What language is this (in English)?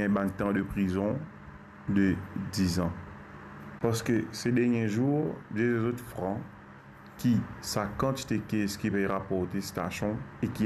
Morisyen